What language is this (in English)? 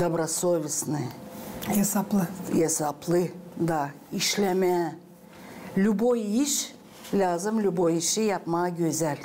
Gagauz